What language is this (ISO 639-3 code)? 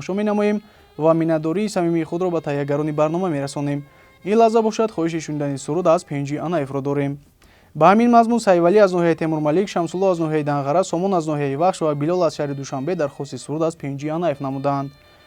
tgk